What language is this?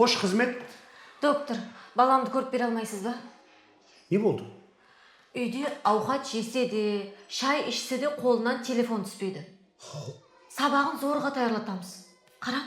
Kara-Kalpak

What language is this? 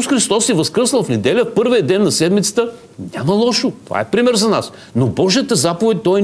Bulgarian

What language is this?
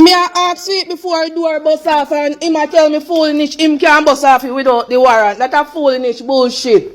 Jamaican Creole English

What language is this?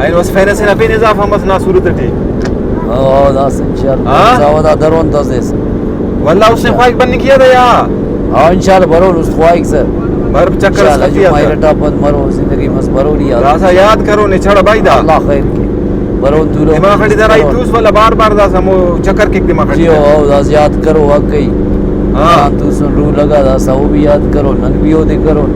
Brahui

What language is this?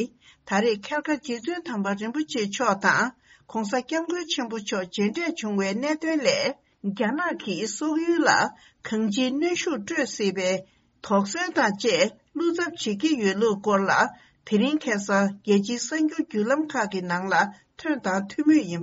Tibetan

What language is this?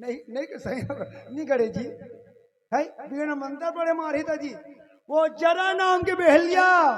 Chhattisgarhi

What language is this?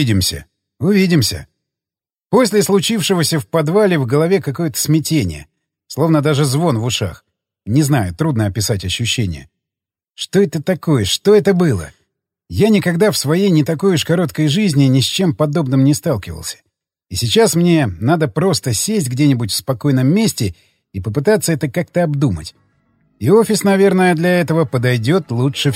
Russian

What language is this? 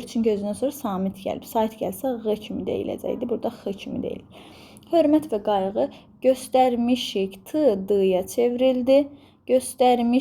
Azerbaijani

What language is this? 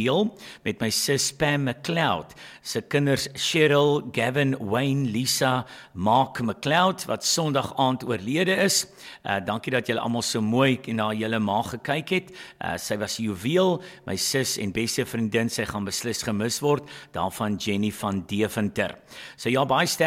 Afrikaans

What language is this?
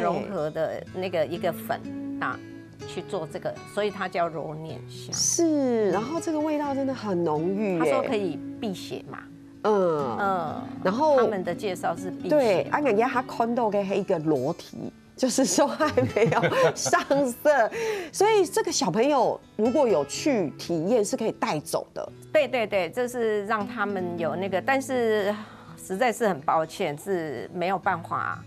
Chinese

